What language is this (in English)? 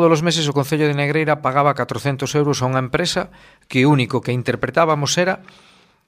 Galician